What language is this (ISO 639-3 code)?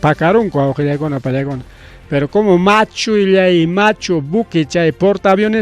quy